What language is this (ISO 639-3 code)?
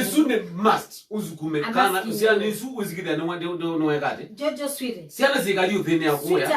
kam